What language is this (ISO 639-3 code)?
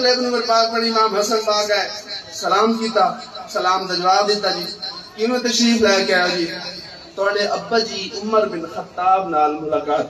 skr